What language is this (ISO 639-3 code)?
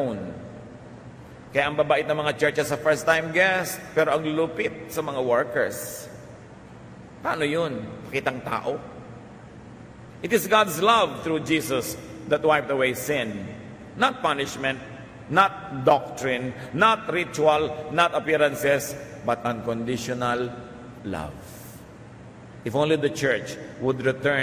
fil